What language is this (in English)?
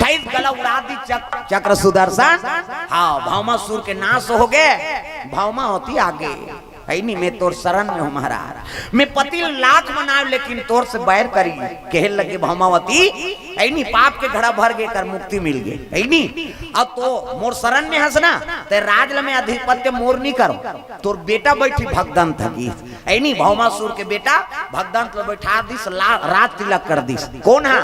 Chhattisgarhi